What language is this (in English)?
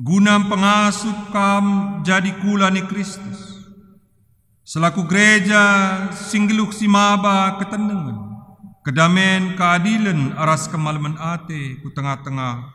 Batak Karo